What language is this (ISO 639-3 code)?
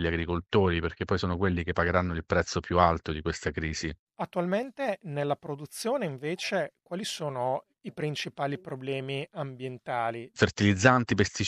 ita